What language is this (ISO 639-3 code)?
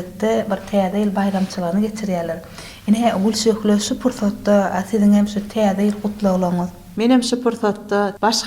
tuk